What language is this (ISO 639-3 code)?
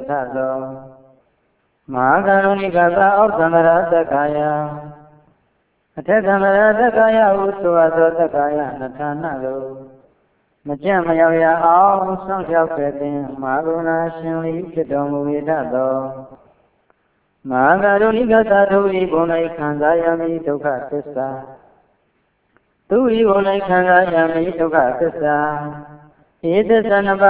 mya